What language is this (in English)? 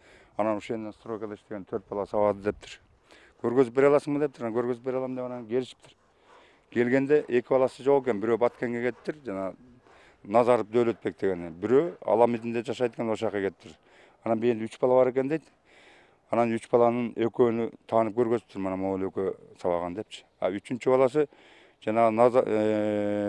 Kyrgyz